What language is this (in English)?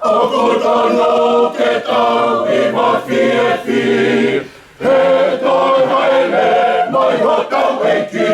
Tongan